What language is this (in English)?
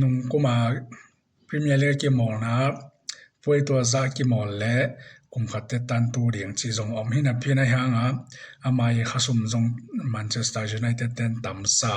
Tedim Chin